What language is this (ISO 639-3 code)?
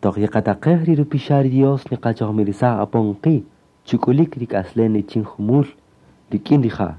cak